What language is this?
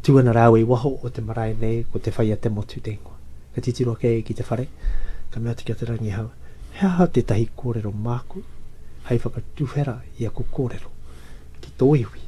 Māori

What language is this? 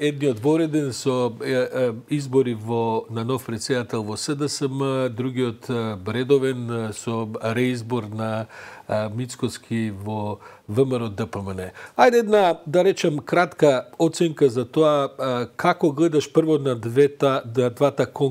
Macedonian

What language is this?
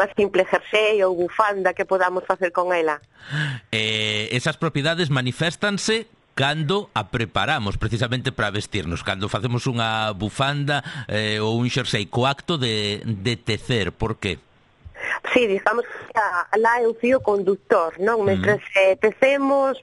Galician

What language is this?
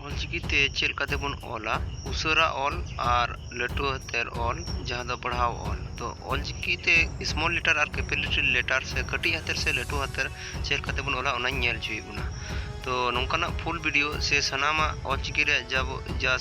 Santali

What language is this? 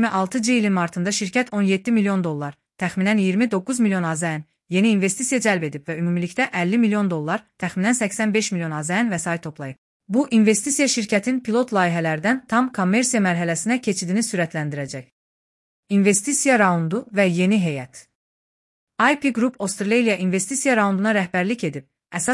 Azerbaijani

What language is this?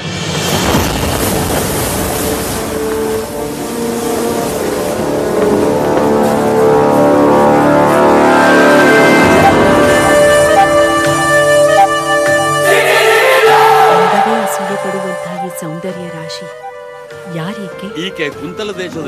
Kannada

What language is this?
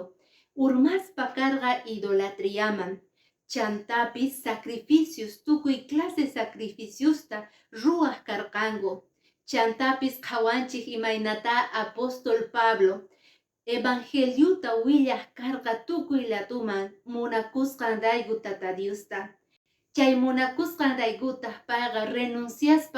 Quechua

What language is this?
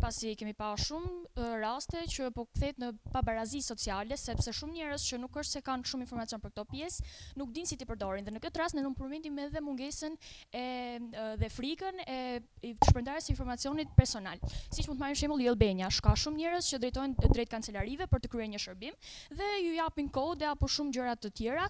Albanian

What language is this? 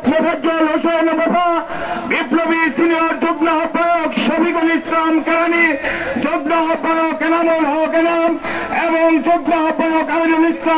Bangla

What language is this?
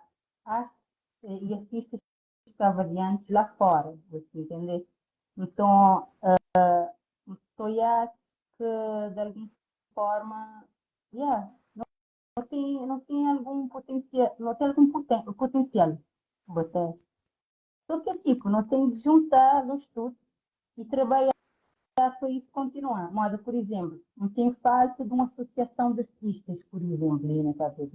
Kabuverdianu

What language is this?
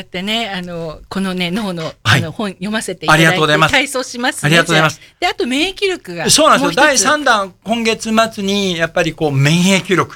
Japanese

